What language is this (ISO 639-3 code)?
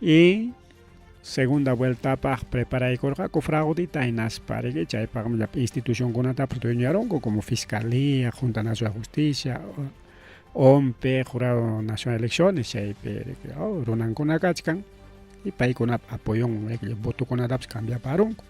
quy